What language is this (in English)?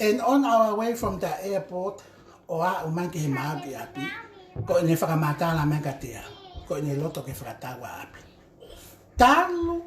Tongan